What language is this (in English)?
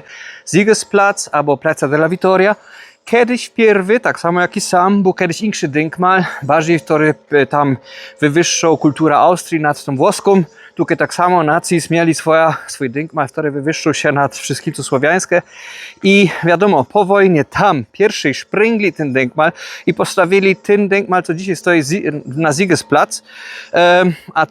Silesian